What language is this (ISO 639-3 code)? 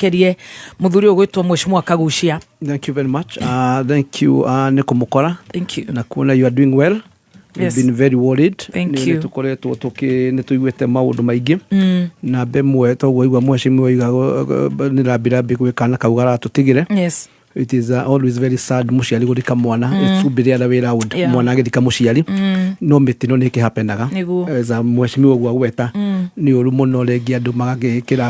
kik